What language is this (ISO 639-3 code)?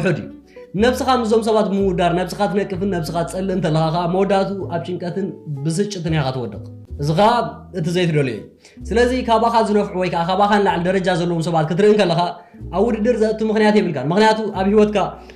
tir